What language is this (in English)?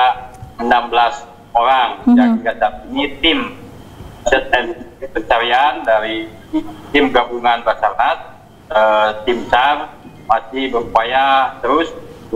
Indonesian